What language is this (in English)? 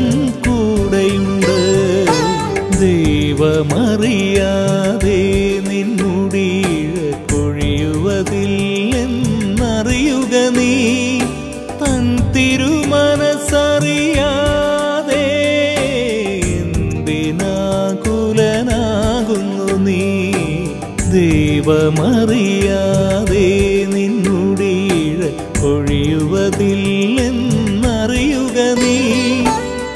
Malayalam